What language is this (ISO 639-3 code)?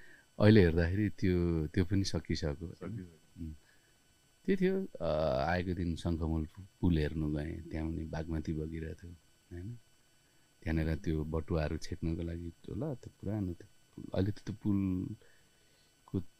nep